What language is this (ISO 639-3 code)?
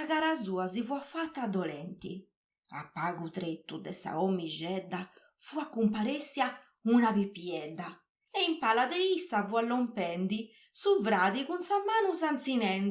srd